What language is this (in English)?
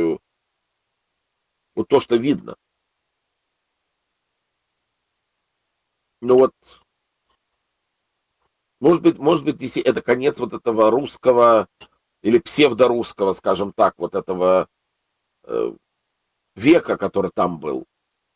Russian